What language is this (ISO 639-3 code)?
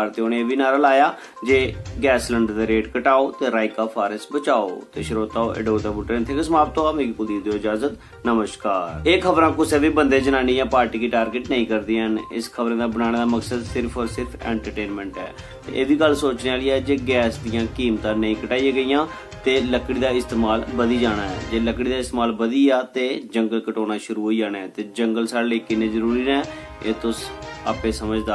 doi